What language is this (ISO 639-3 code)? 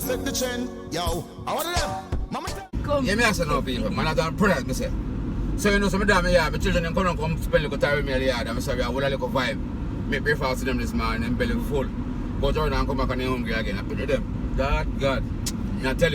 jam